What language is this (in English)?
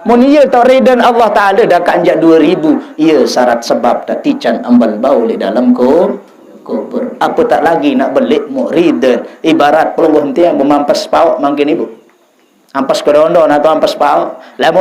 Sasak